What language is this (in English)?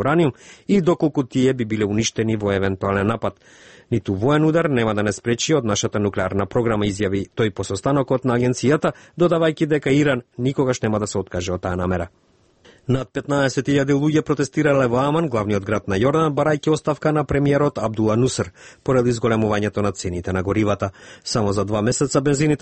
Macedonian